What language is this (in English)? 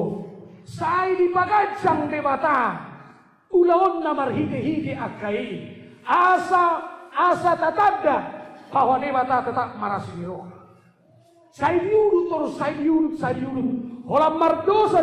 Batak Toba